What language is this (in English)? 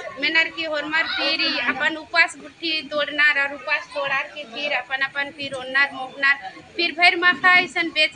Santali